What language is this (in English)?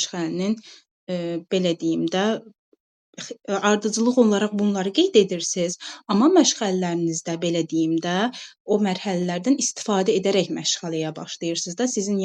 Azerbaijani